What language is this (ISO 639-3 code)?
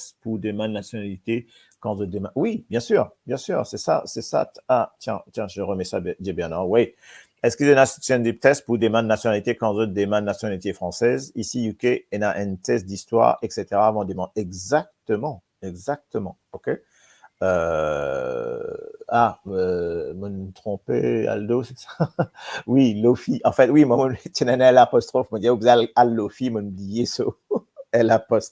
mfe